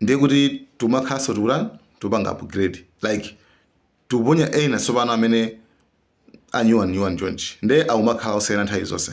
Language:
Nyanja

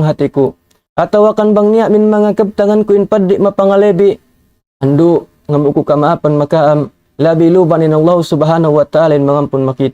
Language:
Tausug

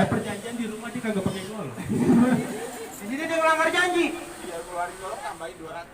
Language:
Betawi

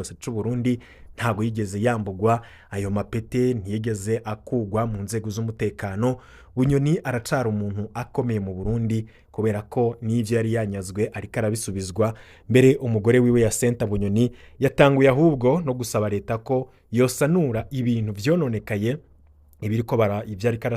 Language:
Rundi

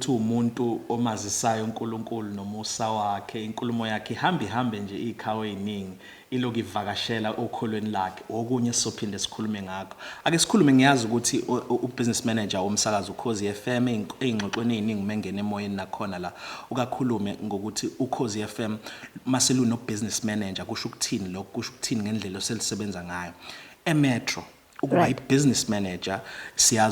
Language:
Zulu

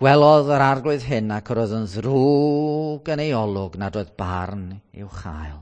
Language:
Welsh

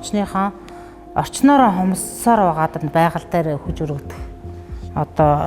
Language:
Mongolian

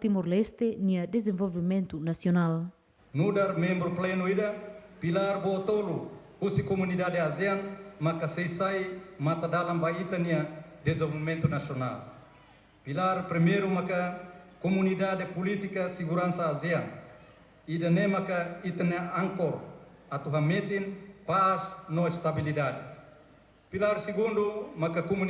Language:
Tetum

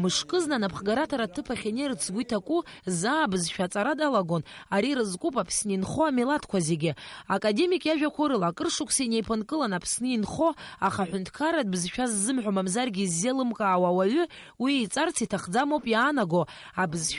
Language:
Abkhazian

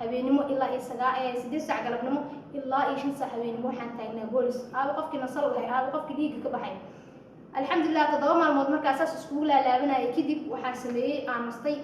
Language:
Somali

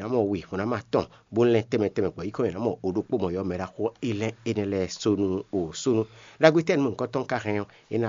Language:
Fon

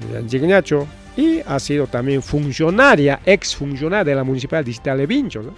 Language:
Ayacucho Quechua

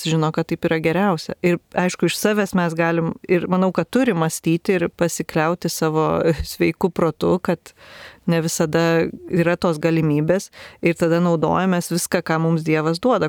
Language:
Lithuanian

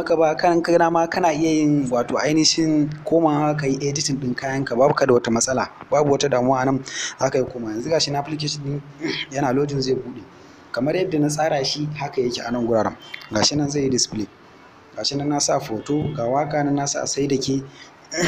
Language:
Hausa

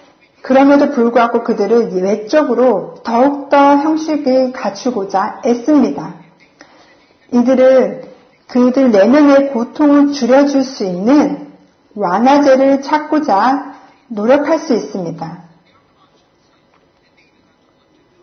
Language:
Korean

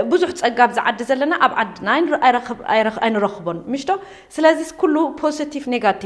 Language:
Tigrinya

